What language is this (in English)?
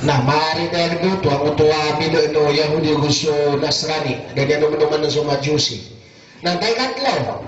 Maranao